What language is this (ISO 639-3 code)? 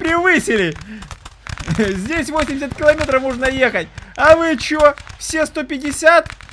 rus